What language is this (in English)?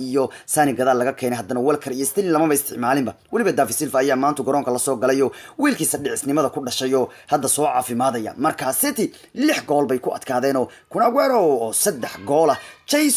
Somali